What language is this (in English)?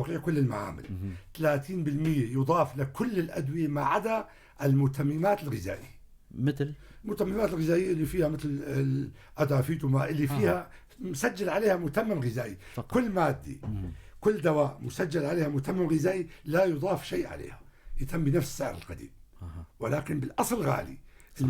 North Levantine Arabic